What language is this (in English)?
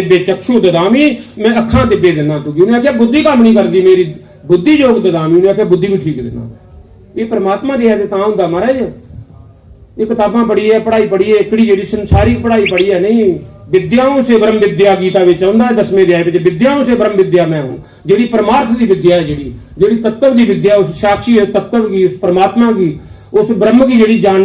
Dogri